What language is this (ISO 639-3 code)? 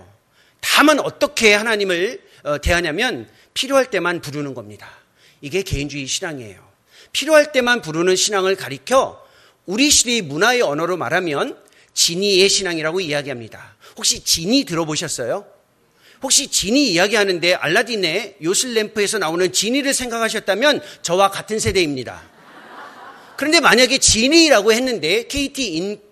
kor